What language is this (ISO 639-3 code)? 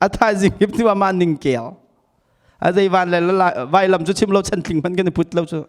cnh